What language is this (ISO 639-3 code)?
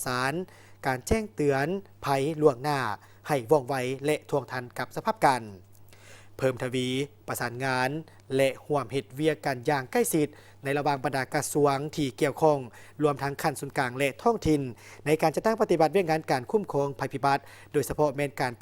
lao